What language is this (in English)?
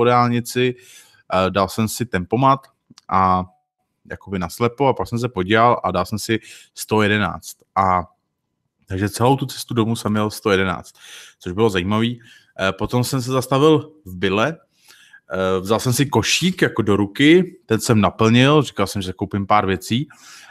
Czech